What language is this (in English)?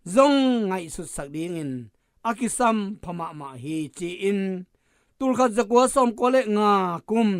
Tedim Chin